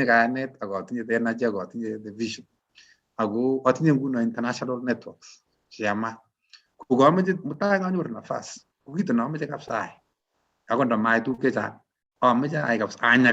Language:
Kalenjin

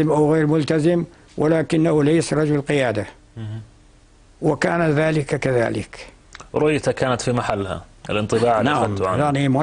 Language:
North Levantine Arabic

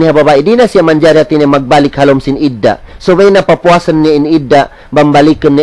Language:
Tausug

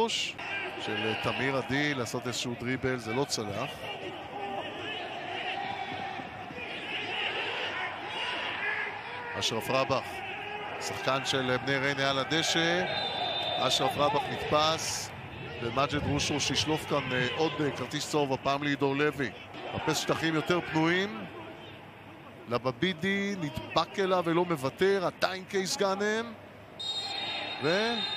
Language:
Hebrew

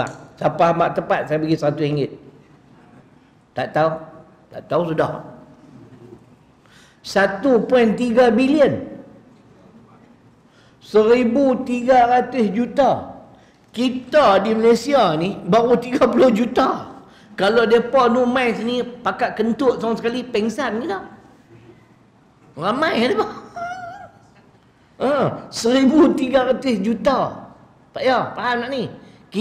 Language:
Malay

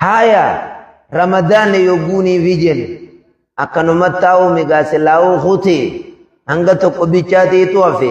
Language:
Oromo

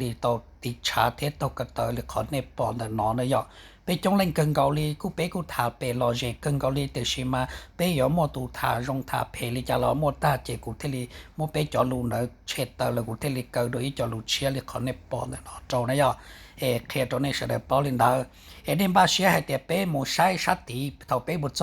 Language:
Hmong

